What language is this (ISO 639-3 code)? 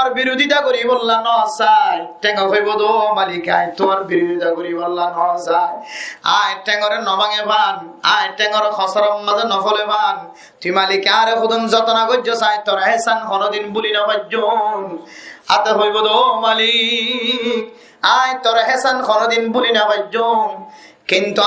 rhg